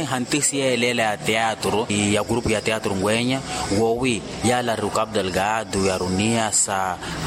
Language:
Makhuwa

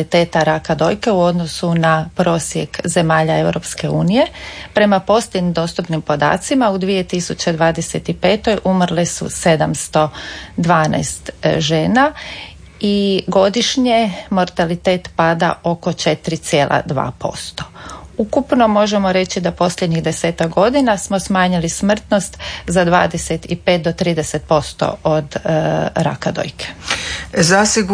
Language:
Croatian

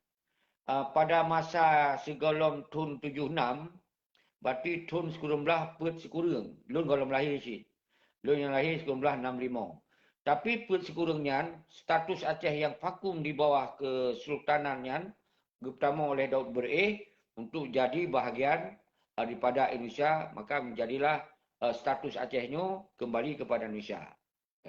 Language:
Achinese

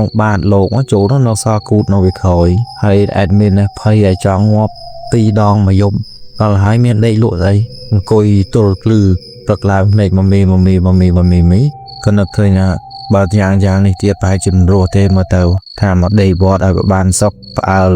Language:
Khmer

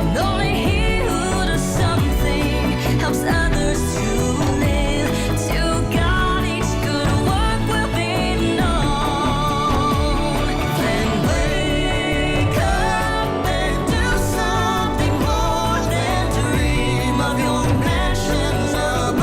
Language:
Tahitian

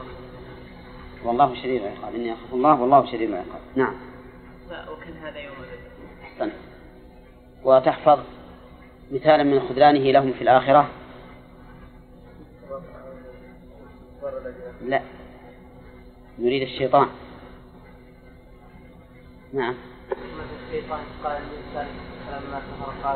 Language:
Arabic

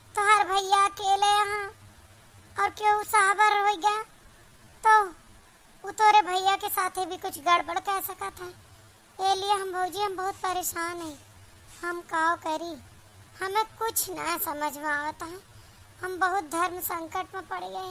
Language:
Awadhi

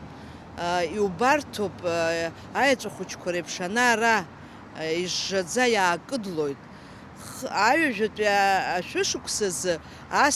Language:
Abkhazian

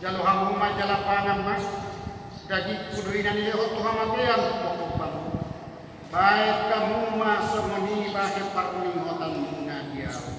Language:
Batak Toba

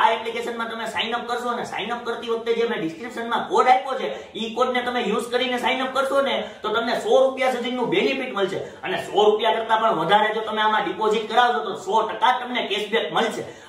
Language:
Gujarati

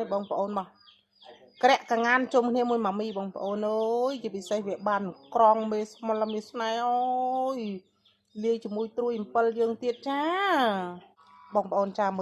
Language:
Khmer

